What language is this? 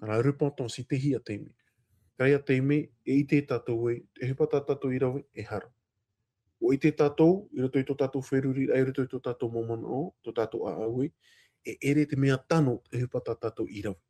Tahitian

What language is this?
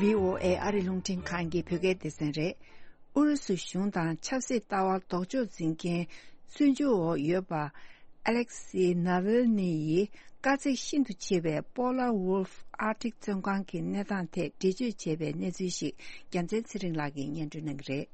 Tibetan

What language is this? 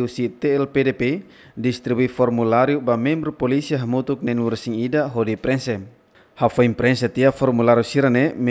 Tetum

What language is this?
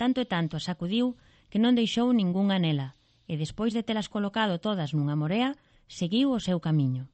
Galician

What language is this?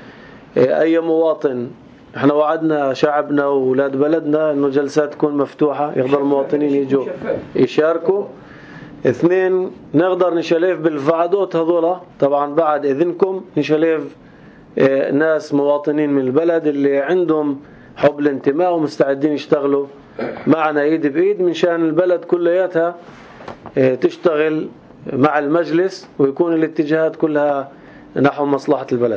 North Levantine Arabic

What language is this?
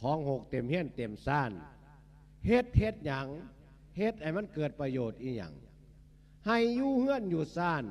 Lao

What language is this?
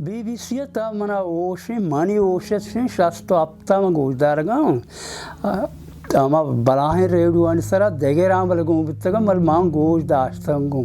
Baluchi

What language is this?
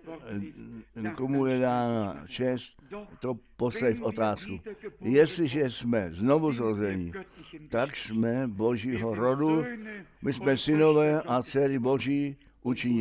Czech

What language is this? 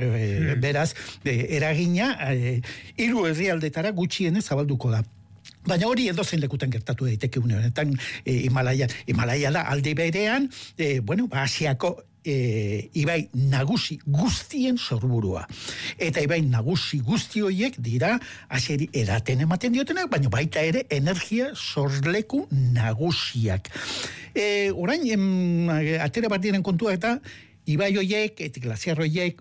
Basque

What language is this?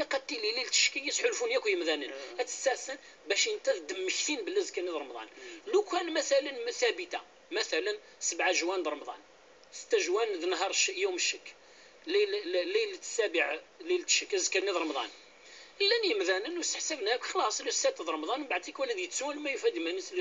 Kabyle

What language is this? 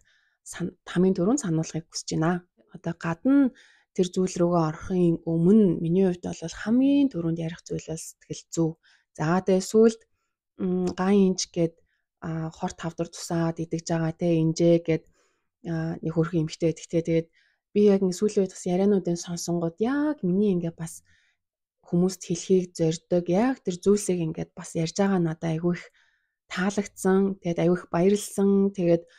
Mongolian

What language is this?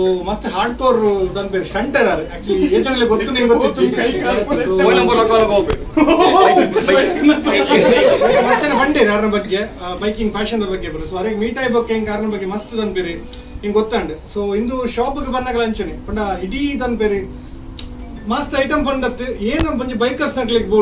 Tulu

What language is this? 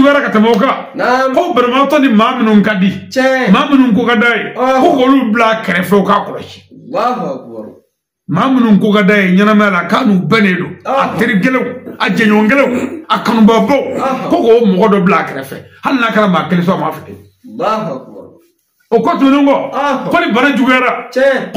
Bambara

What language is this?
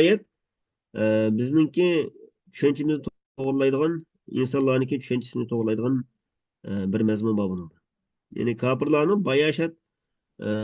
Uyghur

